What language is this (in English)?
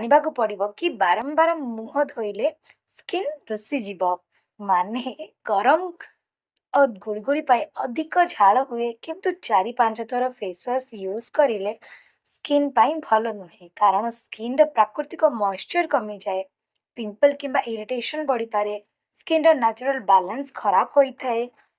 Odia